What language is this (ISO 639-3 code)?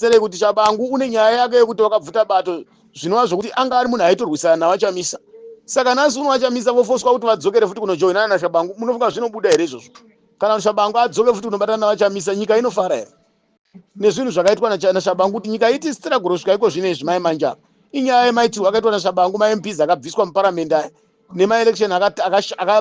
sna